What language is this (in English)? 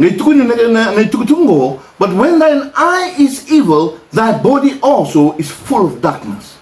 Fijian